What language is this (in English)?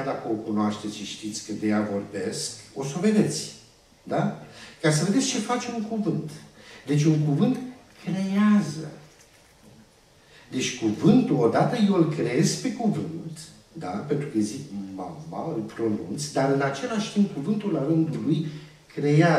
Romanian